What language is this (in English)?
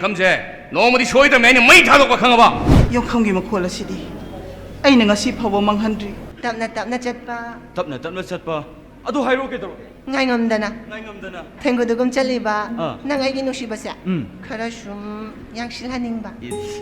Manipuri